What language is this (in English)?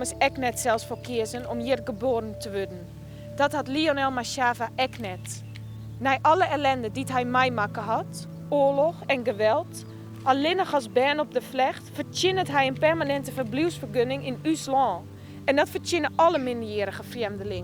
Western Frisian